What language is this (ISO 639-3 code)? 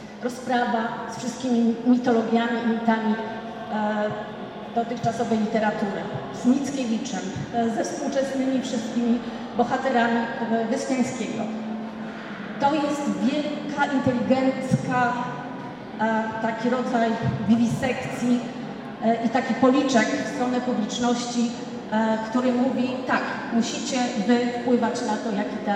pol